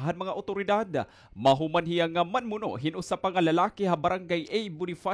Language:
Waray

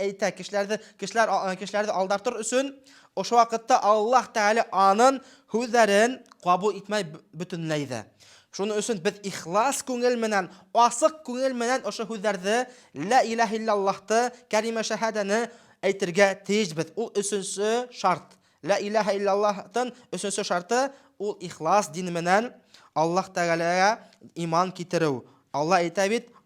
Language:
Bashkir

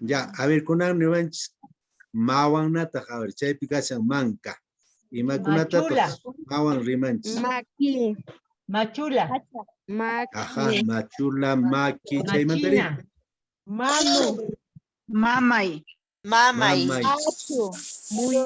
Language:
Quechua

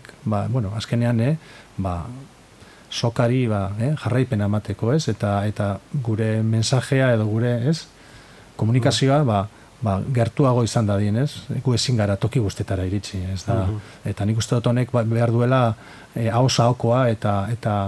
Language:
Basque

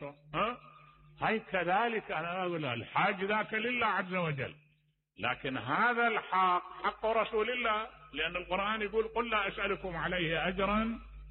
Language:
Mesopotamian Arabic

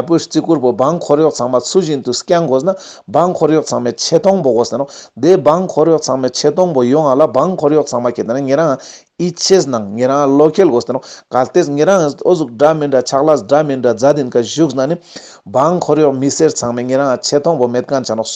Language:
Ladakhi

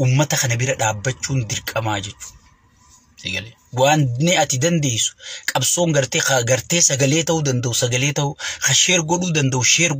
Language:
Oromo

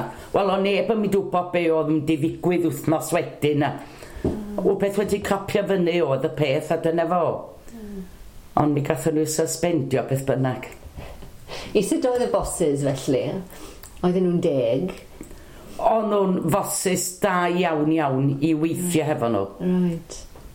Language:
Welsh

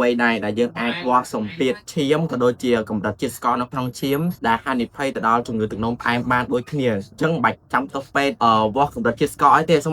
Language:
Khmer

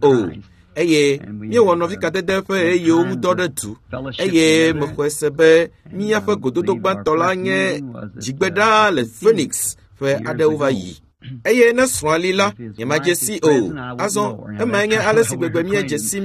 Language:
Ewe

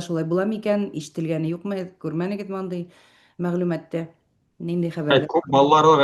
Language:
Bashkir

